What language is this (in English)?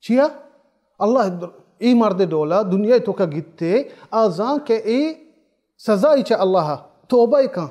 Baluchi